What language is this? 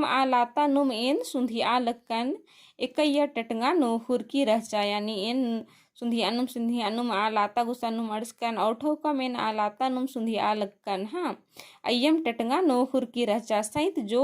Kurukh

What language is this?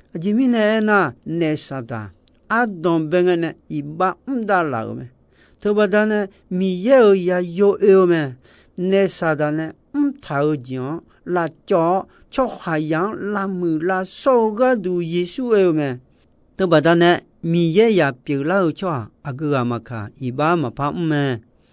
Akha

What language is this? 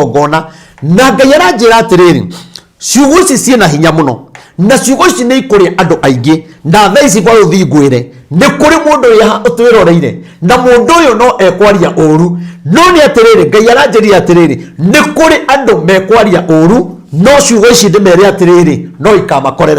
Kikuyu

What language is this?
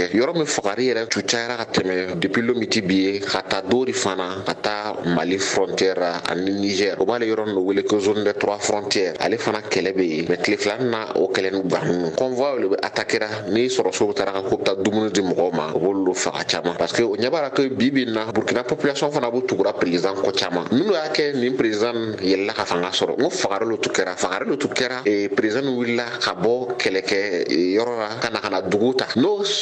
Bambara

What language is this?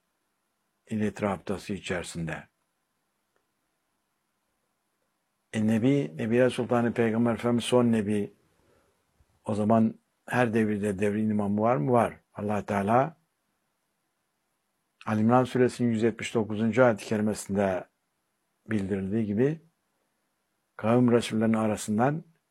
Turkish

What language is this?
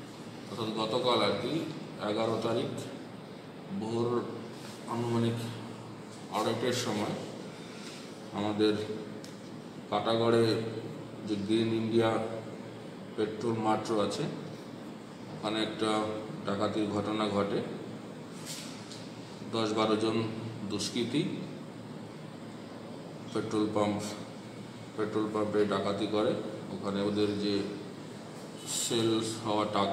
Bangla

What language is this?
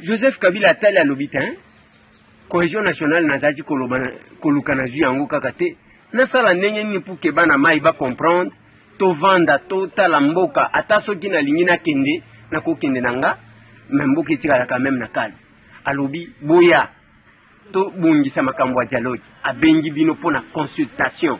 Lingala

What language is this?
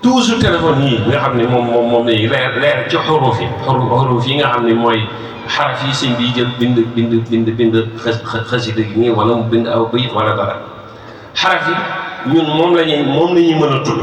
Wolof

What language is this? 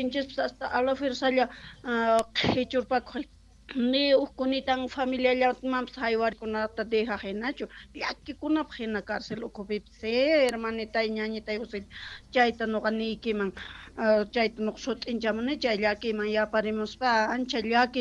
South Bolivian Quechua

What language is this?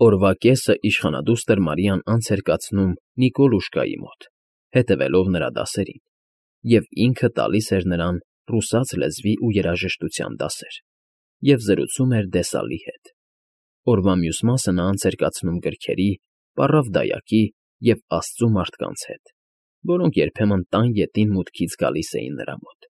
Armenian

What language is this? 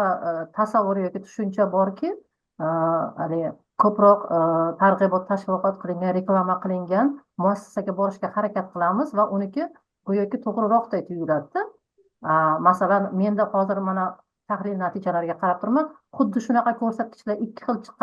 Uzbek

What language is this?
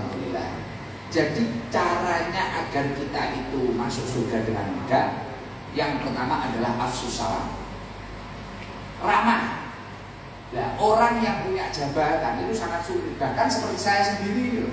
Indonesian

